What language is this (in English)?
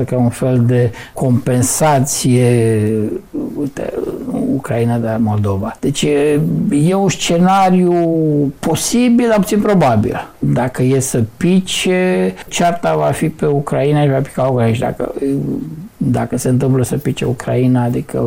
Romanian